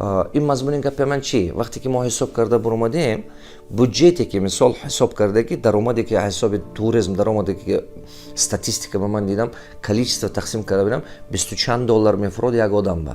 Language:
Tajik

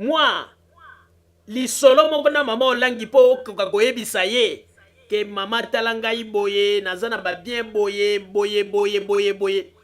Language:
Lingala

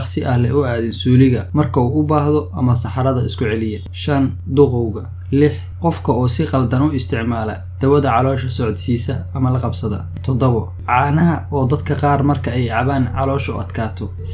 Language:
Somali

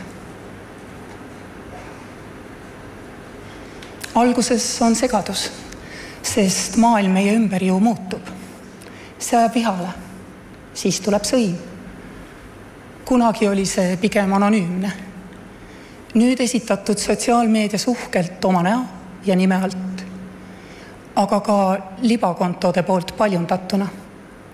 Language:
Estonian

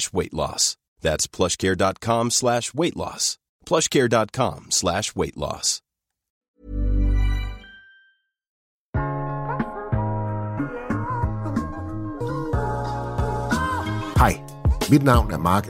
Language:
Danish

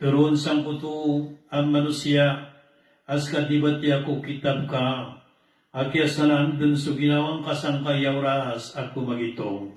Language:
Maranao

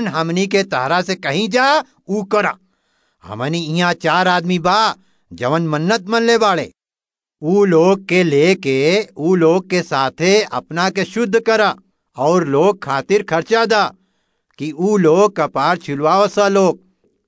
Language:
Bhojpuri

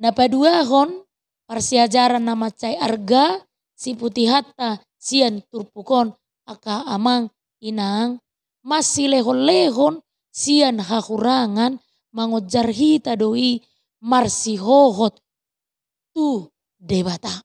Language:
Batak Toba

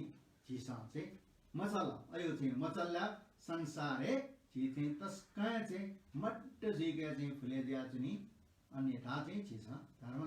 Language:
Newari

